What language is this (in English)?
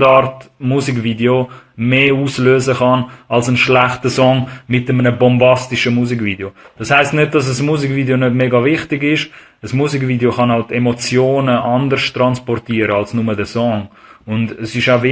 Swiss German